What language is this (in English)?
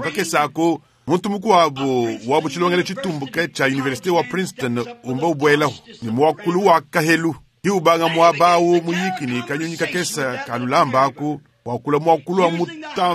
Luba-Lulua